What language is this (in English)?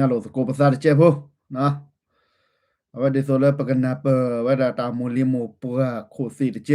S'gaw Karen